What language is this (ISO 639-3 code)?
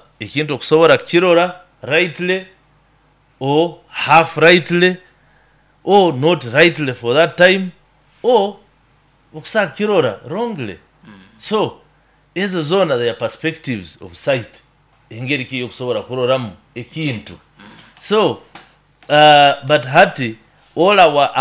nyo